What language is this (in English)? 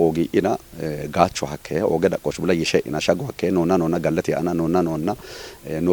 Kafa